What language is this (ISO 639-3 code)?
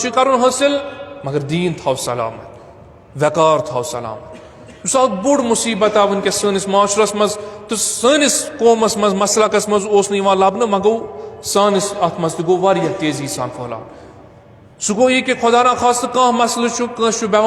kas